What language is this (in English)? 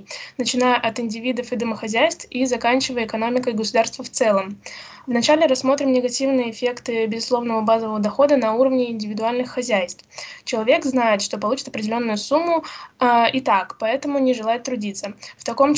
Russian